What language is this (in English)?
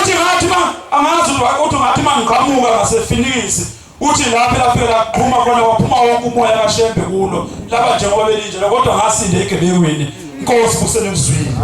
Zulu